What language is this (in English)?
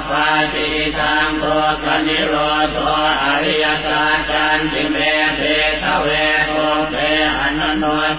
Pali